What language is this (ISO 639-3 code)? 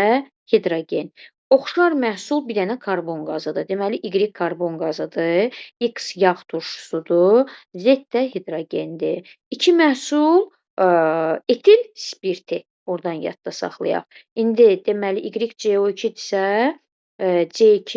aze